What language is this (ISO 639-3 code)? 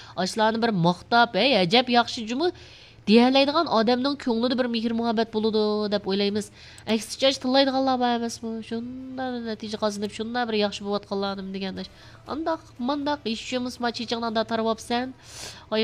uig